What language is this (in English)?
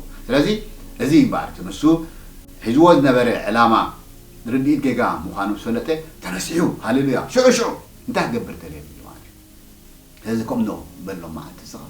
Tigrinya